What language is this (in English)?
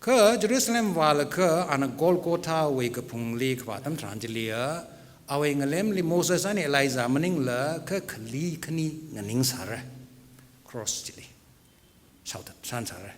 Tangkhul Naga (India)